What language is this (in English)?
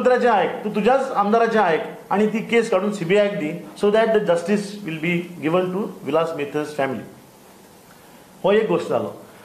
Konkani